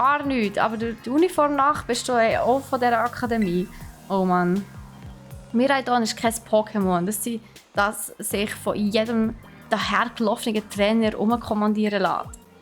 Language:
Swiss German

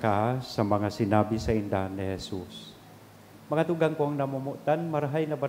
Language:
Bikol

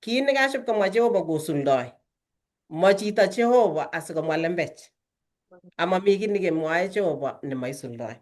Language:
Kalenjin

